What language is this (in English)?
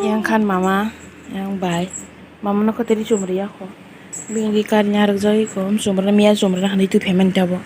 Kok Borok